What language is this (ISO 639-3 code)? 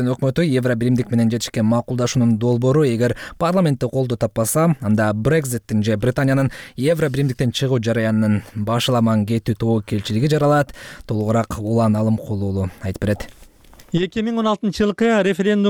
kir